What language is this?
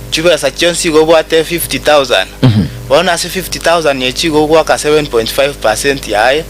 Gusii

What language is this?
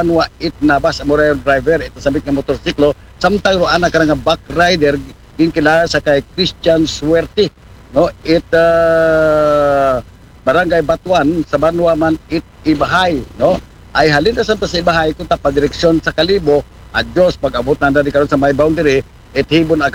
Aklanon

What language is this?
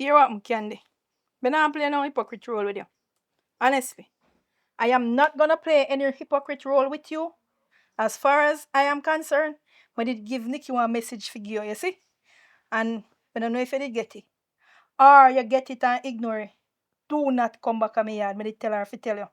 Jamaican Creole English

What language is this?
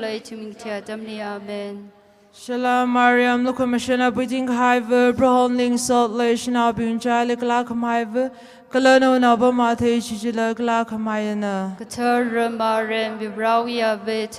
Tangkhul Naga (India)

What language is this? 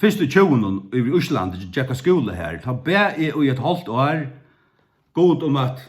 Faroese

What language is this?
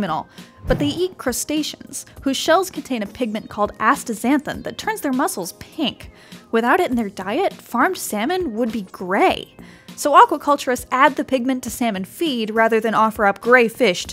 English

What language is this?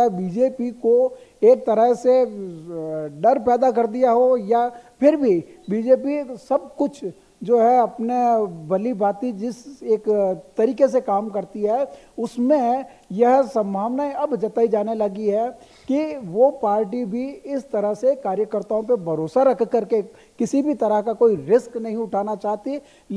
Hindi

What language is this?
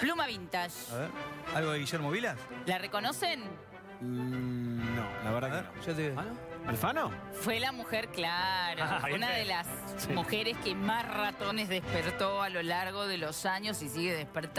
Spanish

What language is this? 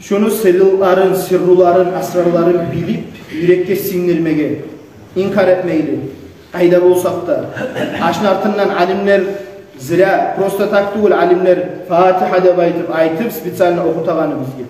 Kumyk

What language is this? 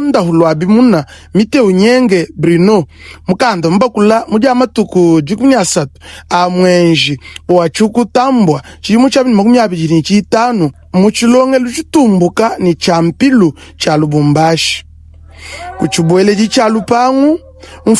Luba-Lulua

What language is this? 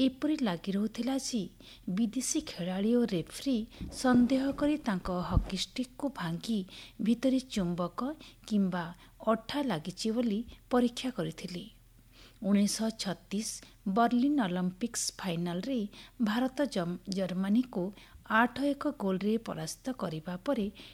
Odia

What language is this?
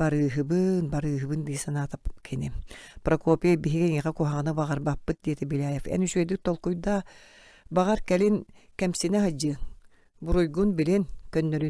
Yakut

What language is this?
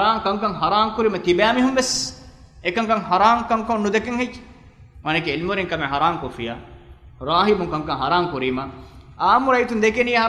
Divehi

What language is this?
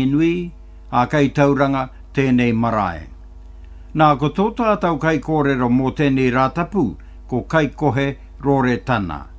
Māori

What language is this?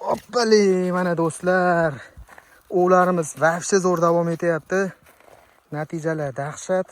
Uzbek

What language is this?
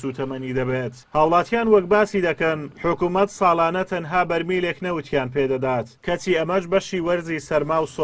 Central Kurdish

